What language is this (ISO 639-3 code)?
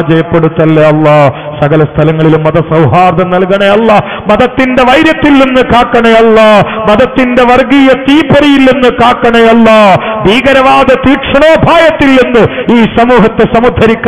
mal